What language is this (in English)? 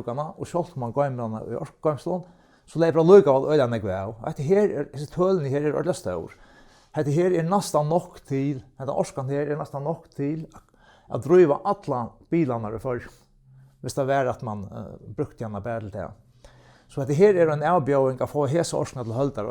Faroese